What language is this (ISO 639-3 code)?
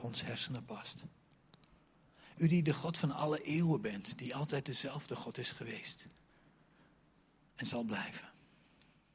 nld